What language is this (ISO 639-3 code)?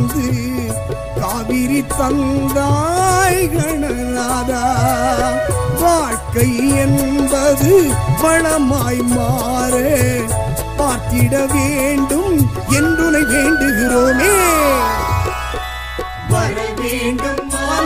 tam